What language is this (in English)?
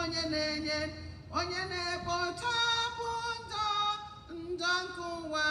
Igbo